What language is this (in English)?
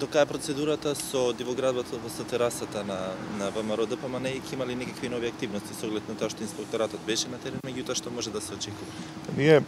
Macedonian